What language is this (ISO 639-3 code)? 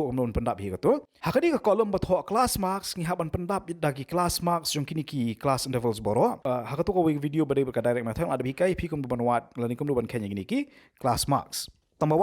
kha